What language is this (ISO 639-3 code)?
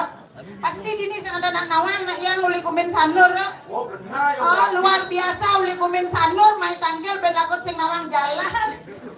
ban